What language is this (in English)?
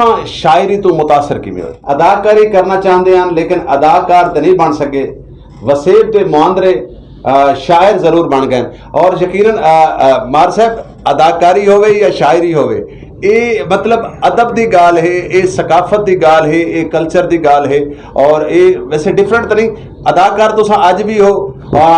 Saraiki